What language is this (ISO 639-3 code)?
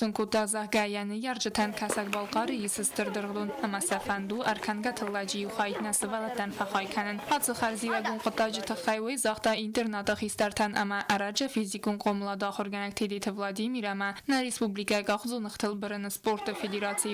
oss